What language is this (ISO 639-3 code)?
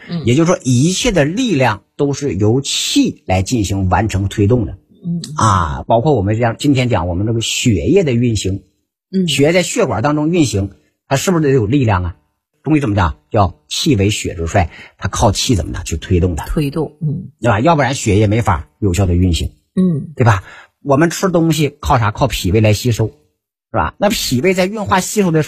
zho